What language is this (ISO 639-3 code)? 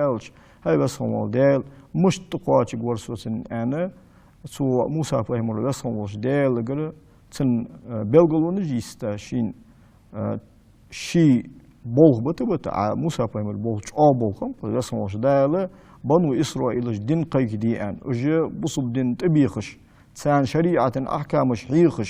inh